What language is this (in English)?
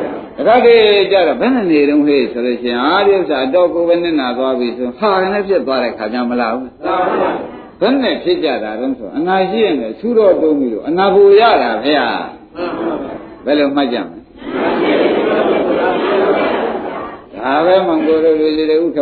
Burmese